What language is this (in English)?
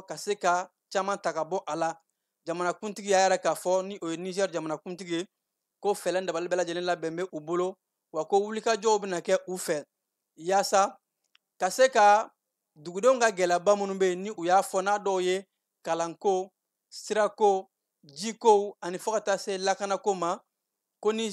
Bambara